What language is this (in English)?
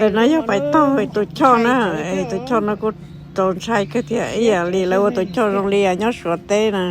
Hmong